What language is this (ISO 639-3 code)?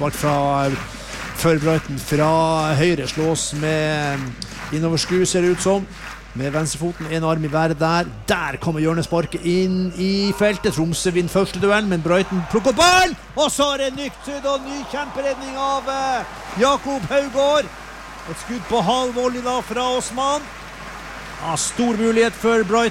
nor